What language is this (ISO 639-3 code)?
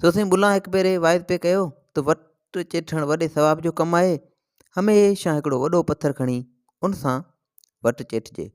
snd